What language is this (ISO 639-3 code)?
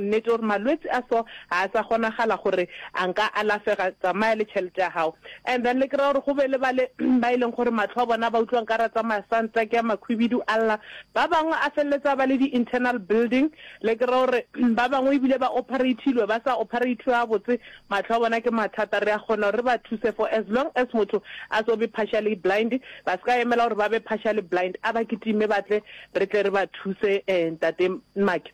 nso